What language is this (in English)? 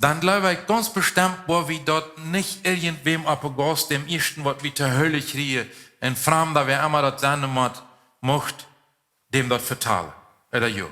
Plautdietsch